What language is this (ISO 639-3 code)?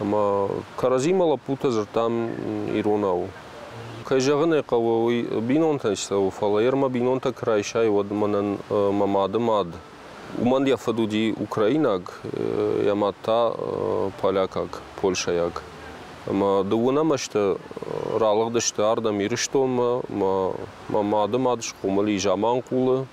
oss